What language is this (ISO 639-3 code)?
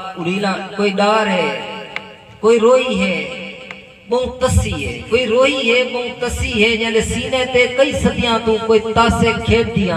skr